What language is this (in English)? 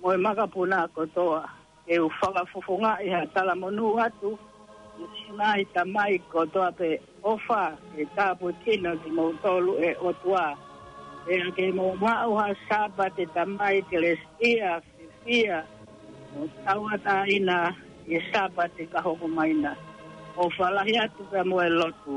Tongan